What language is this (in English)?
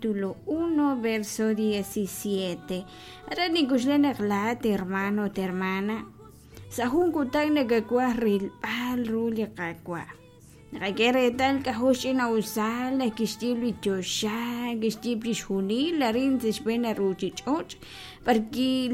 Kekchí